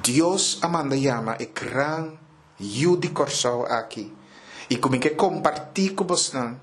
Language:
Papiamento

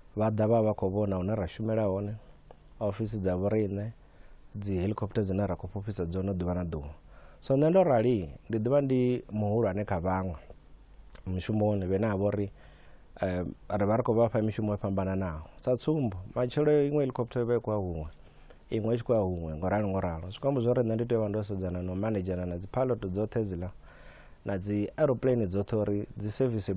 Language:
Venda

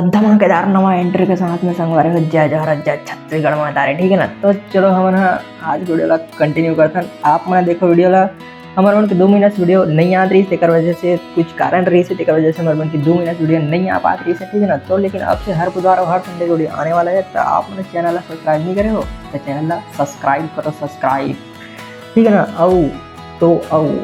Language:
Chhattisgarhi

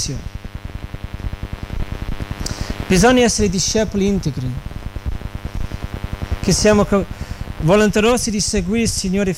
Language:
Italian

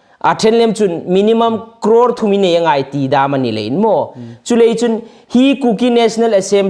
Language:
Hmar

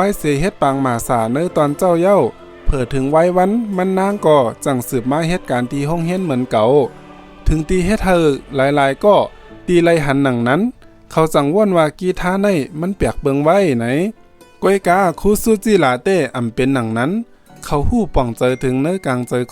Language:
Shan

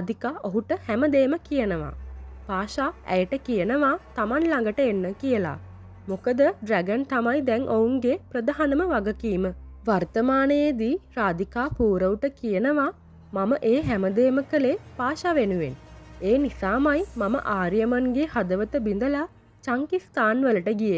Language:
Sinhala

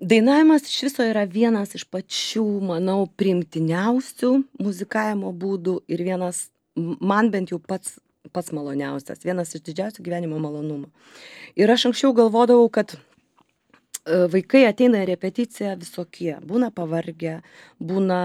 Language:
Lithuanian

